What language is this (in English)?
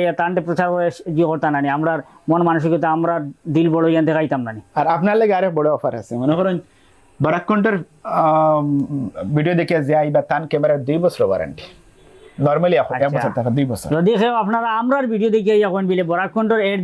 Sylheti